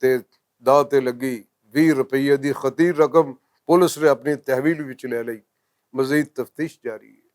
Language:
Western Panjabi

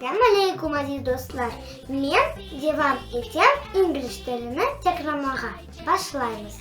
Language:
Crimean Tatar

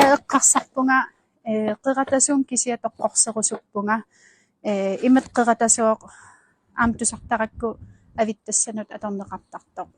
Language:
Kalaallisut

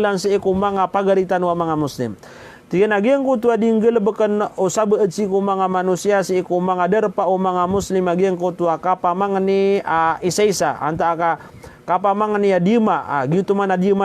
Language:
Maranao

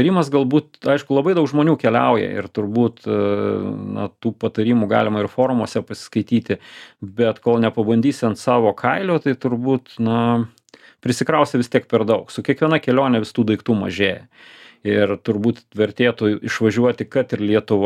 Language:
Lithuanian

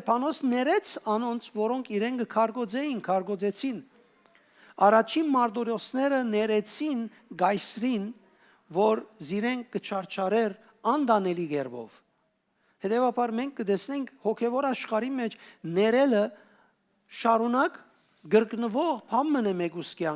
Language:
Western Armenian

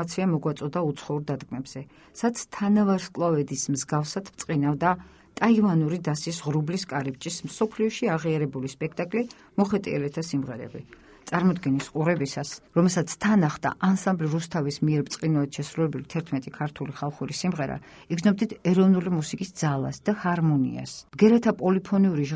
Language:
Georgian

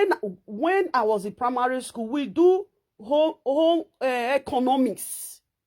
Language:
Nigerian Pidgin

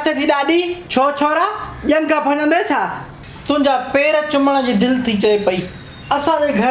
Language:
Sindhi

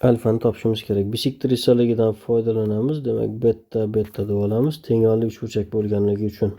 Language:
Uzbek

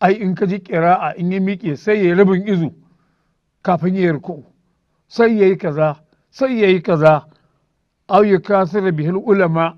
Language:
Hausa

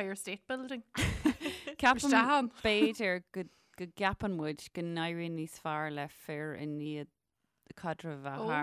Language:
Irish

